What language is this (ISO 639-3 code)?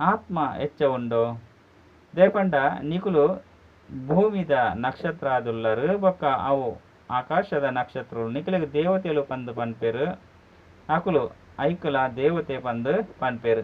tcy